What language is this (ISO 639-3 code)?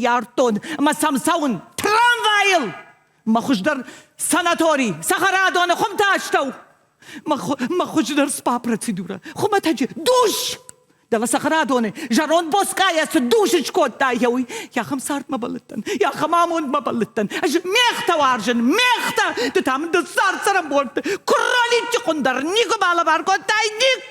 oss